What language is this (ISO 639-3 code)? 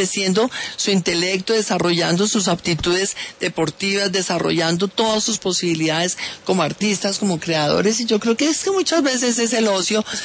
spa